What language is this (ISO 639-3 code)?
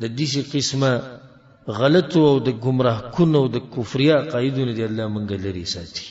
pus